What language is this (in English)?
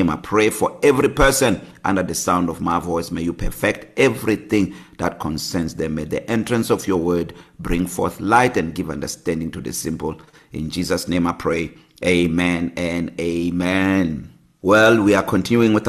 English